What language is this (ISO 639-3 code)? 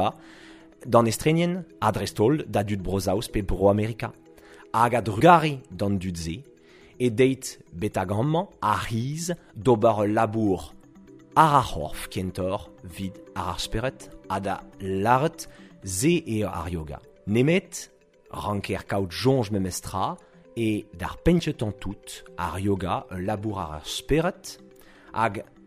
bre